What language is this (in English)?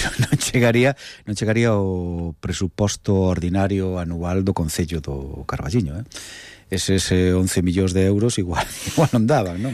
Galician